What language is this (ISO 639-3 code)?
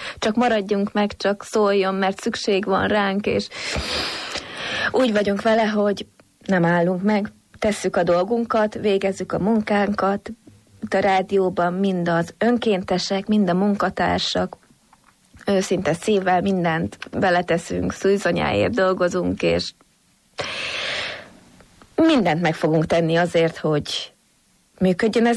hun